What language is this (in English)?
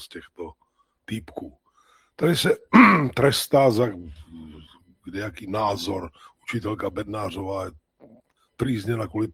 Czech